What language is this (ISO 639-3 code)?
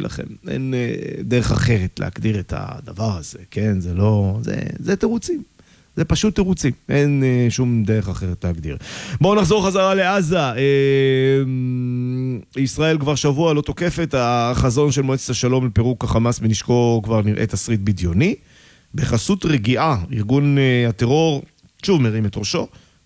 heb